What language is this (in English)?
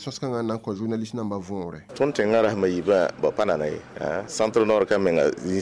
Mossi